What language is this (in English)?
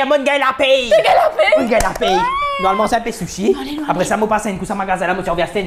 Morisyen